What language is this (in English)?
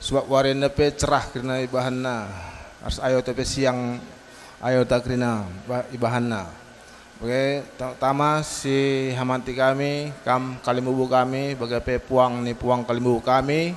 Batak Karo